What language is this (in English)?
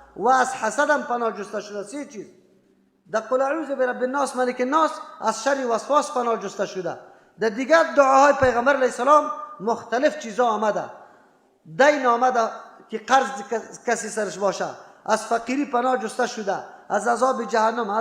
Persian